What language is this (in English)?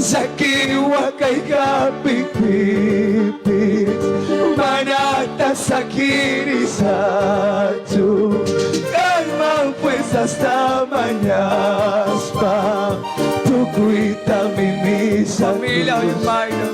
Quechua